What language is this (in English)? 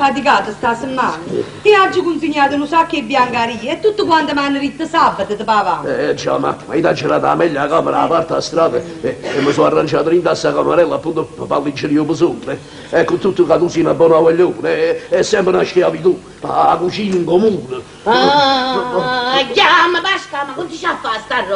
Neapolitan